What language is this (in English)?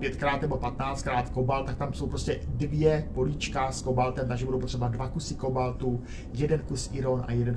Czech